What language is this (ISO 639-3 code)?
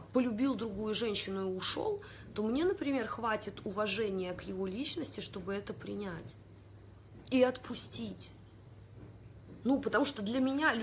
rus